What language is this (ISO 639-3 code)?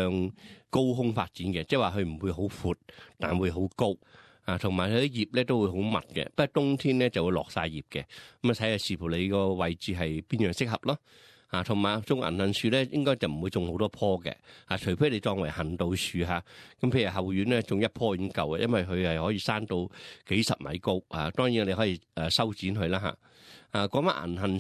yue